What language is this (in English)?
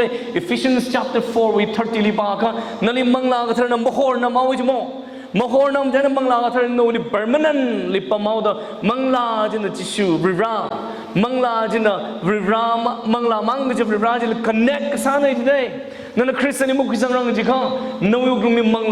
Tangkhul Naga (India)